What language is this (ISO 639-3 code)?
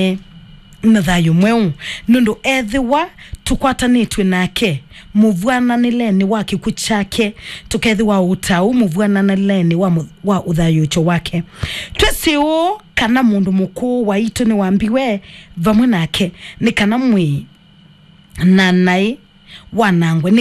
kam